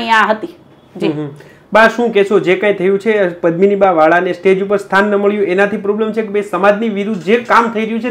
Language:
Gujarati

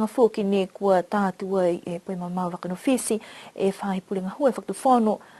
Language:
Niuean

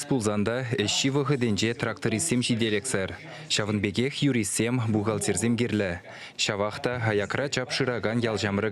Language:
Chuvash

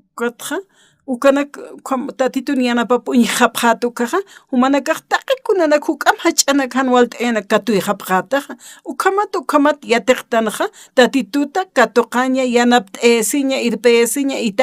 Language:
Aymara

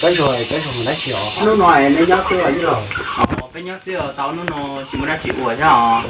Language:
Hmong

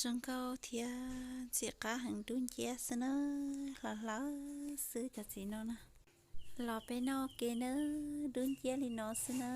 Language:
Hmong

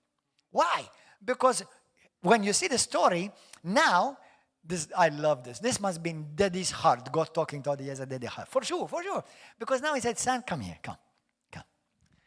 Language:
English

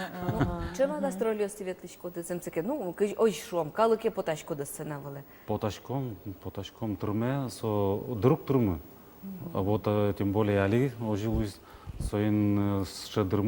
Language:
Udmurt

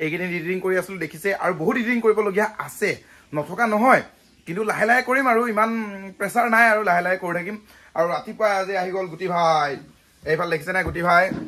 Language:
Assamese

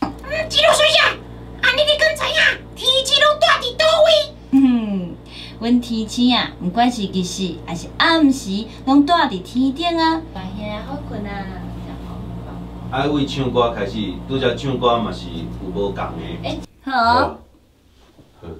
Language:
Min Nan Chinese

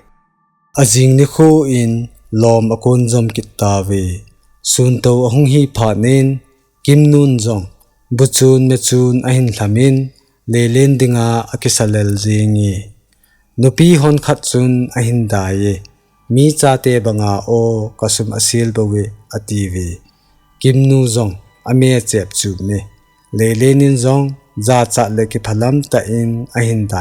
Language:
Thado Chin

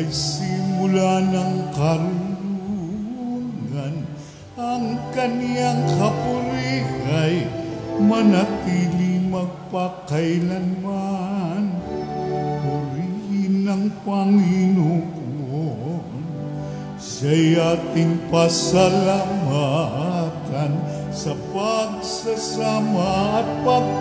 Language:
Filipino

